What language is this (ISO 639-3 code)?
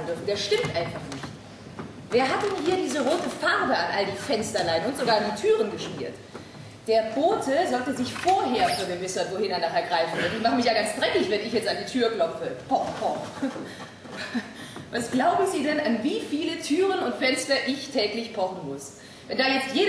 deu